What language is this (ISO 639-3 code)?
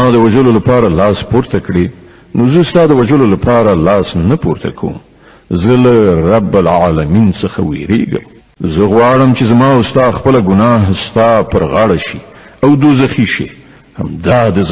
pus